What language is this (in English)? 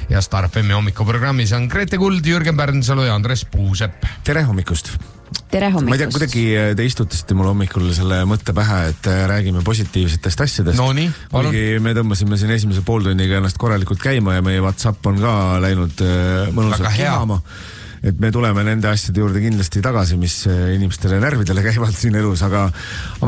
Estonian